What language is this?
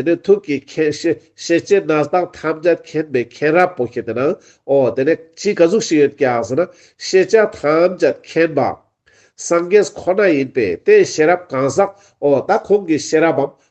Ladakhi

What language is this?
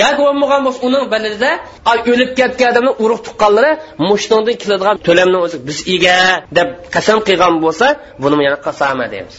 Uyghur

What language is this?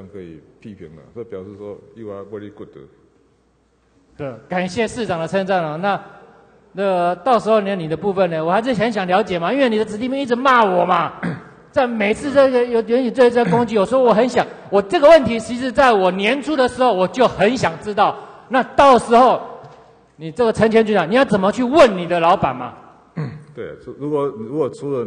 Chinese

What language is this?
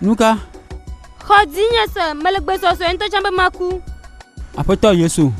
Gen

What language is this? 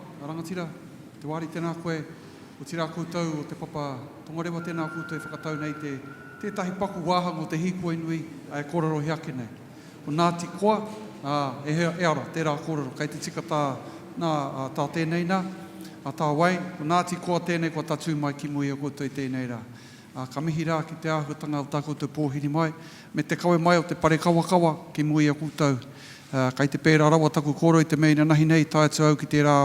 Māori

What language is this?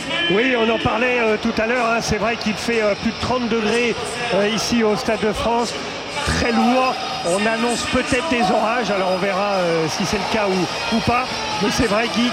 French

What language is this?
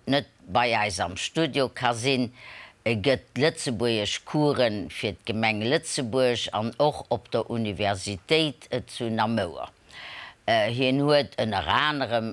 Luxembourgish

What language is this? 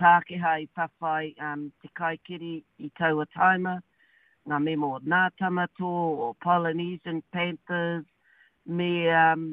Māori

